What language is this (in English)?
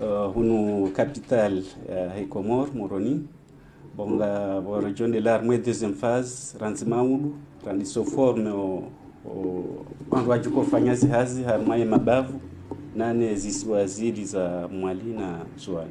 Ngazidja Comorian